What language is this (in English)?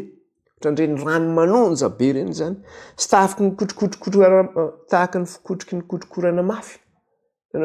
Malagasy